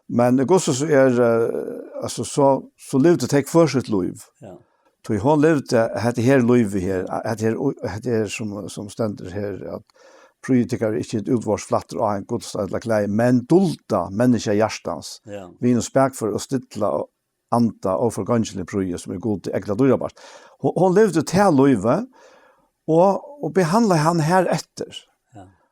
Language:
Faroese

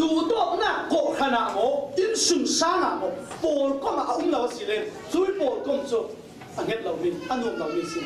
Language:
Falam Chin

